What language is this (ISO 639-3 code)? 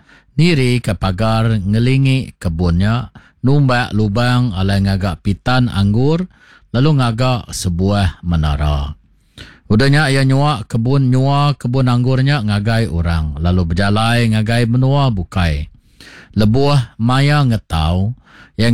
iba